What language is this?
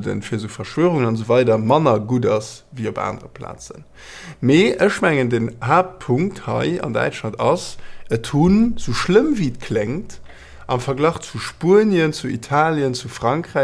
Luxembourgish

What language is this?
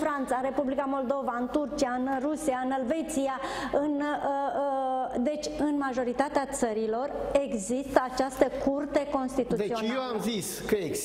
Romanian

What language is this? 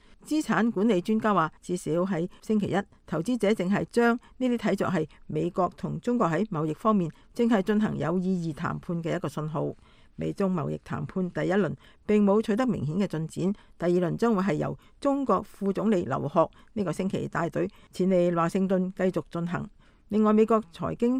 Cantonese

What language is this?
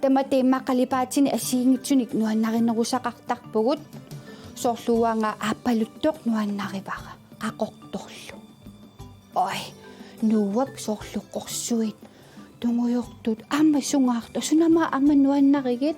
Kalaallisut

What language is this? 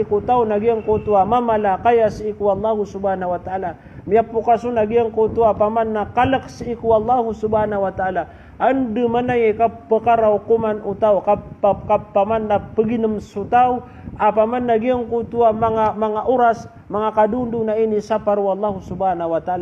Maranao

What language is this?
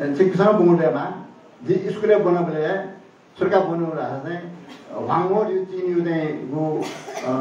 Newari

